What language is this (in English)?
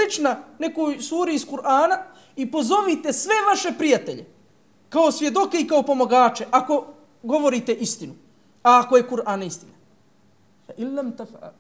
Bosnian